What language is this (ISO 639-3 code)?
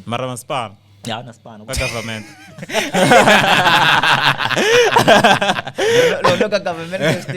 tso